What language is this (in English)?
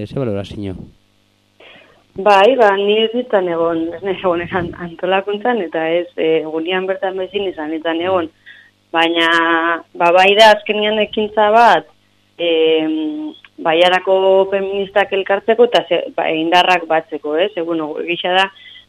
Basque